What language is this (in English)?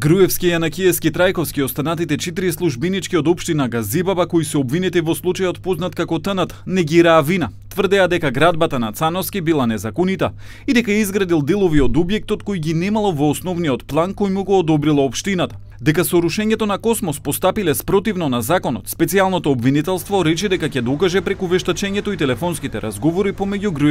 Macedonian